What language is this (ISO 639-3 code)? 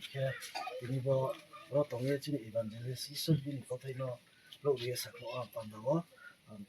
ria